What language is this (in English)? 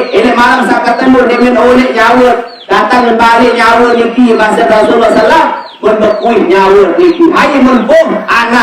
Sasak